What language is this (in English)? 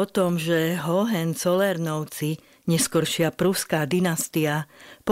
Slovak